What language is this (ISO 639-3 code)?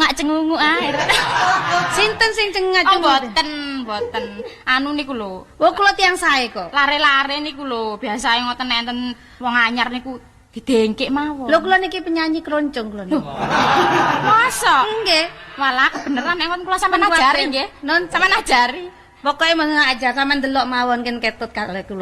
jav